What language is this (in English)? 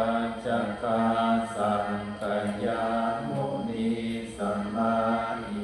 Pali